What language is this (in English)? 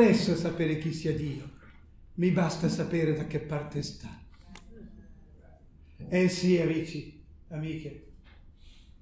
Italian